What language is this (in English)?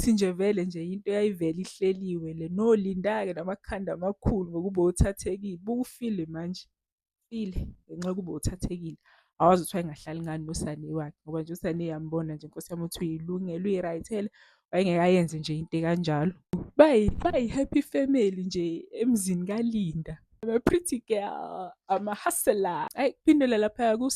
Zulu